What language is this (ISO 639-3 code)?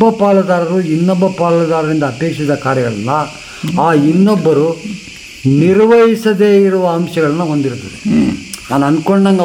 kan